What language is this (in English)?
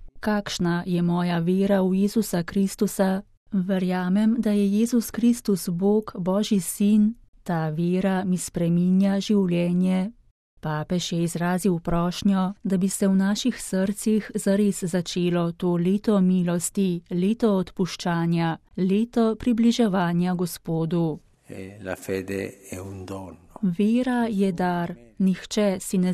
Slovenian